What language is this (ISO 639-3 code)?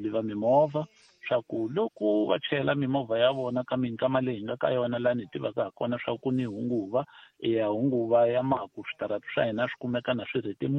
tso